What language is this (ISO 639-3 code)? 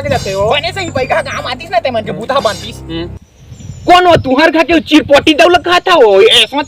hne